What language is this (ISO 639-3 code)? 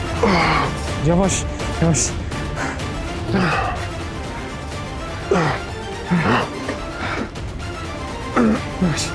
tur